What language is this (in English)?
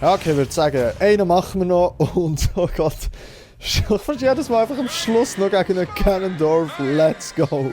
Swiss German